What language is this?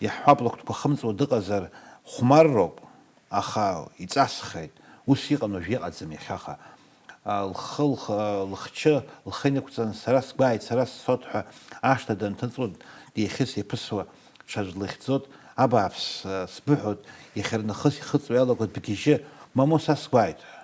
Abkhazian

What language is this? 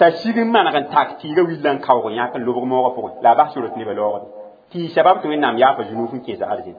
Mossi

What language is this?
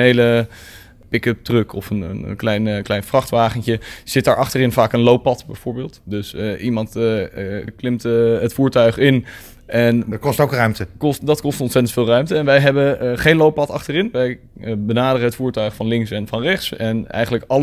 Dutch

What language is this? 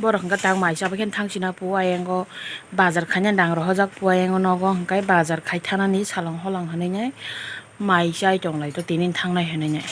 Kok Borok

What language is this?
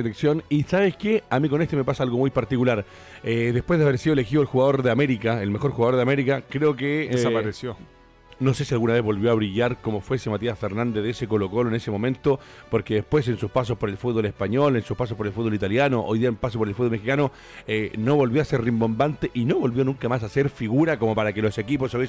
Spanish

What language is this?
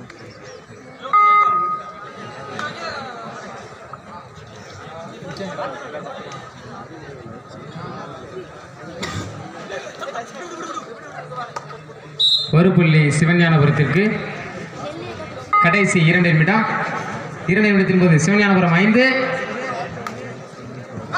Tamil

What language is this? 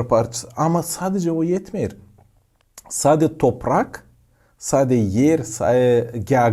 Gagauz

